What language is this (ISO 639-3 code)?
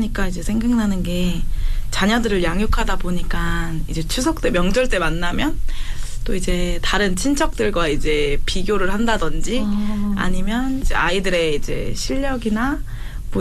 kor